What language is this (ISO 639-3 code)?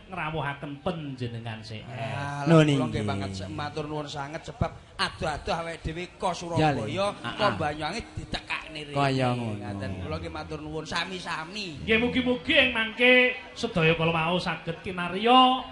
jav